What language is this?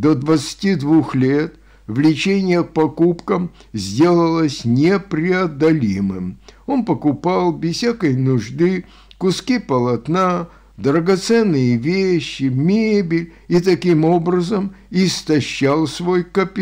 Russian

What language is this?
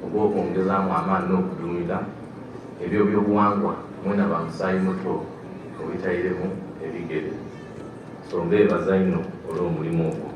Soga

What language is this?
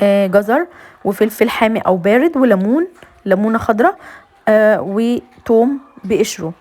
Egyptian Arabic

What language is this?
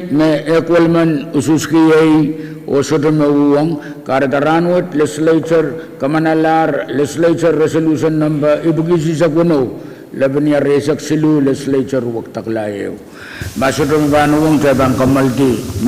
Pohnpeian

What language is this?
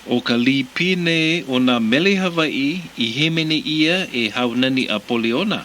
Hawaiian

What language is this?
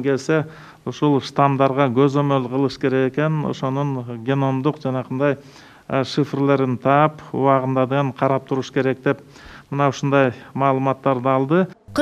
Kyrgyz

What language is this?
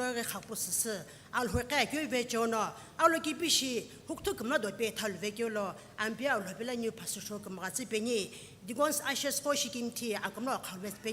Sumi Naga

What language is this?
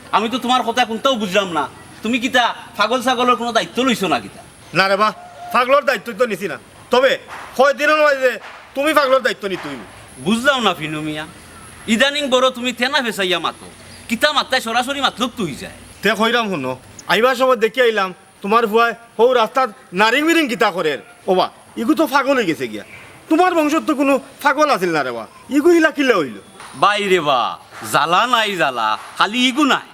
Sylheti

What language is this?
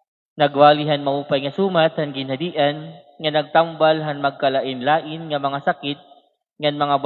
Waray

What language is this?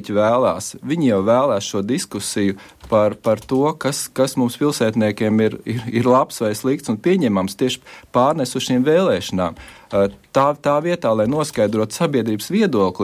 Latvian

